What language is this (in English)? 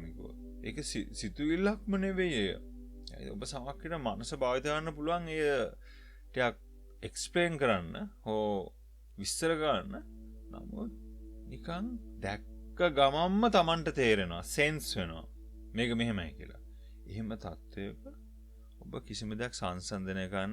Sinhala